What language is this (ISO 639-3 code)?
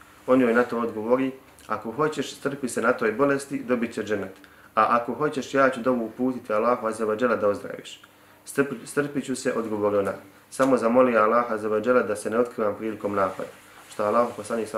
bos